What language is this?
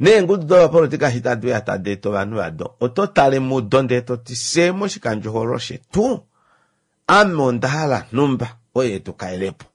Kuanyama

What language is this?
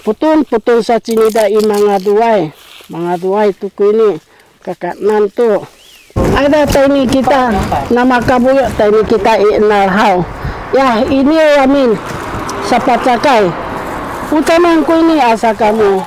Sakizaya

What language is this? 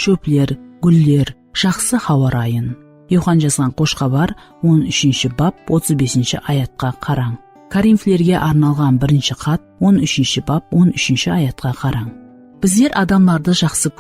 Kara-Kalpak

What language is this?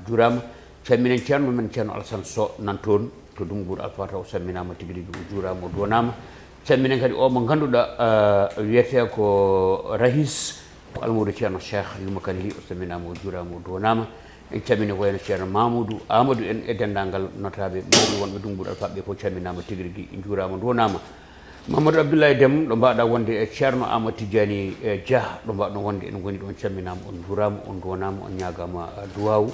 Fula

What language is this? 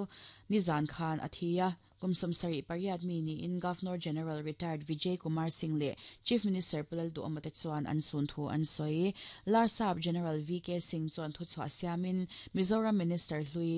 Mizo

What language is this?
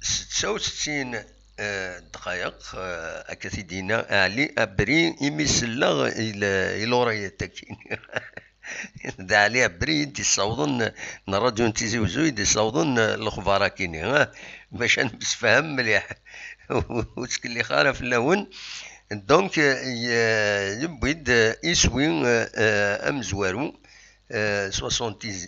Kabyle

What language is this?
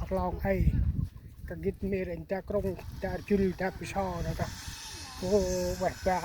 Central Mnong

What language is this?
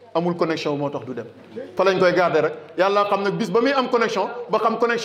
Wolof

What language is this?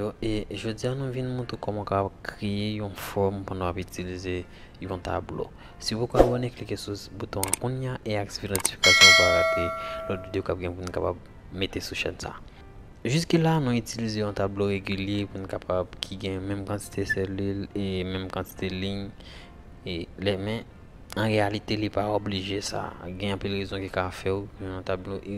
Haitian Creole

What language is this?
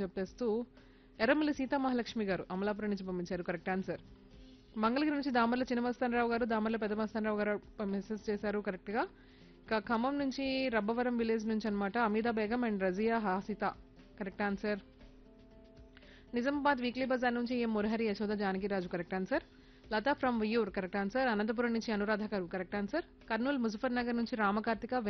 Telugu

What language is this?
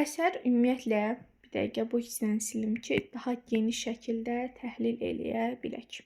Azerbaijani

